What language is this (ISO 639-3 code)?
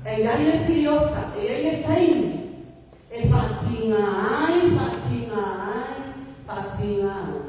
smo